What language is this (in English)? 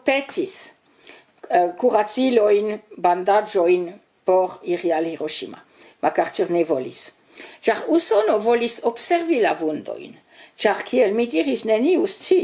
Esperanto